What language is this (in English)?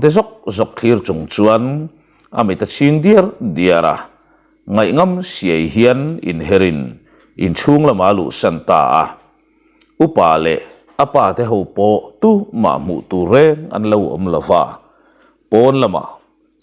Mizo